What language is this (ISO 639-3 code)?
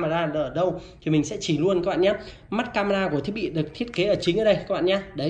vie